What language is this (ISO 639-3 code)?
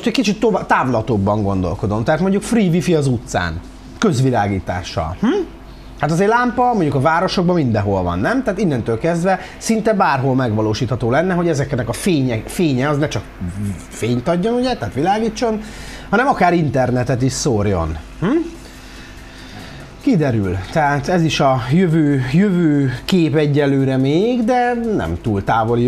hun